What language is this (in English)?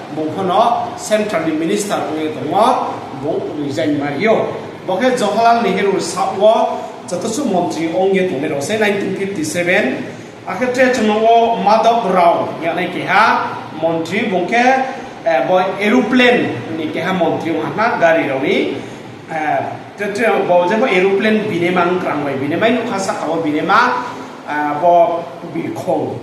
Riang (India)